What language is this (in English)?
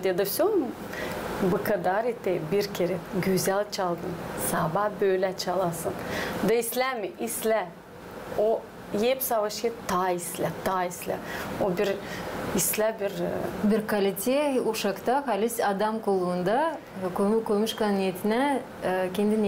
Gagauz